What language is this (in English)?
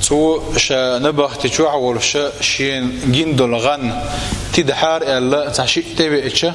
Chechen